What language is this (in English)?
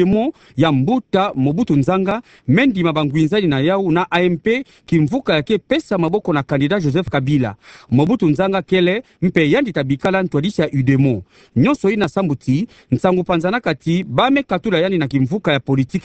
Kituba (Democratic Republic of Congo)